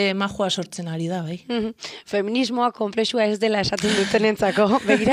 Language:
Basque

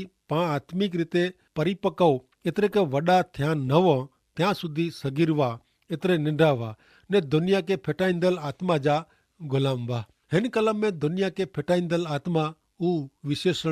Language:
Kachhi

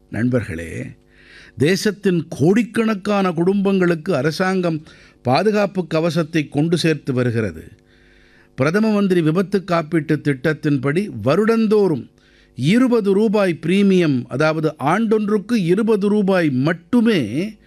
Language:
Tamil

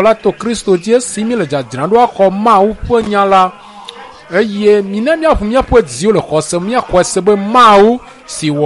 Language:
Ewe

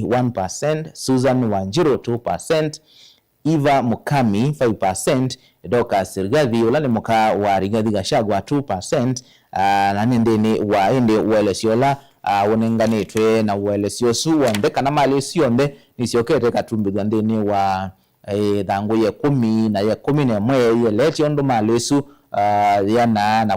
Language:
Kamba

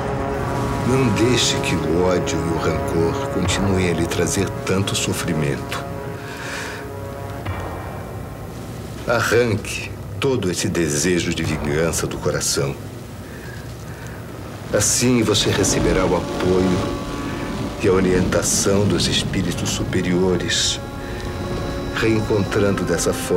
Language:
Portuguese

